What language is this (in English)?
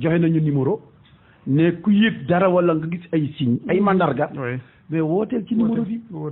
Wolof